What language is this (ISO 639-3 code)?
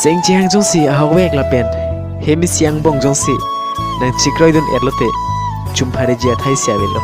mjw